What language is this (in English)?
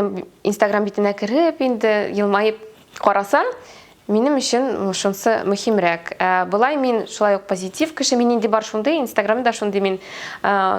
Tatar